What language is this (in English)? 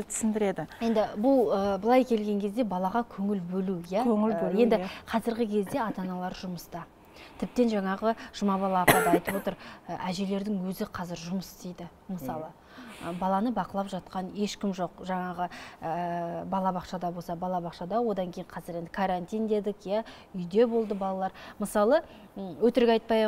Kazakh